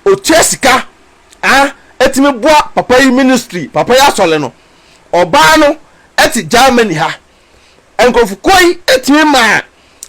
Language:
Akan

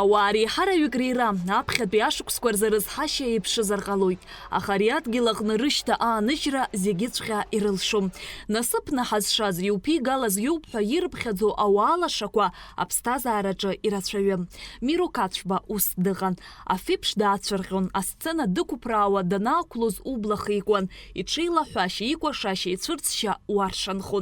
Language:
Abkhazian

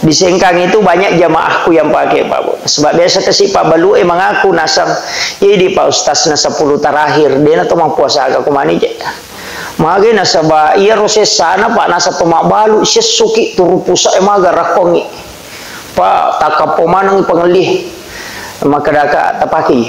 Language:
Buginese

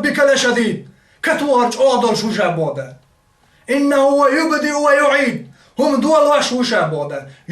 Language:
Chechen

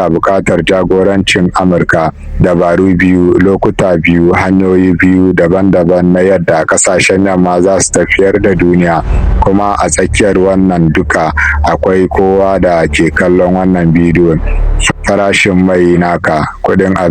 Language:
Hausa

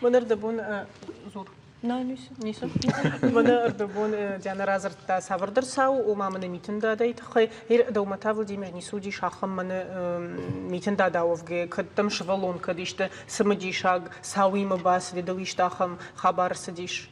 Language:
Ossetic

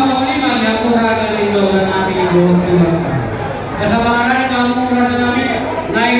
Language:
Batak Toba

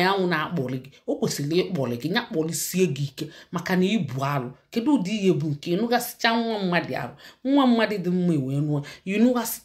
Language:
Igbo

